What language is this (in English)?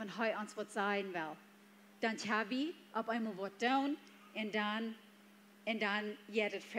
Plautdietsch